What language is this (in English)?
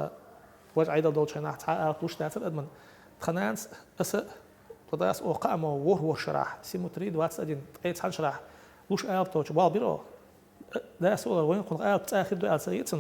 Chechen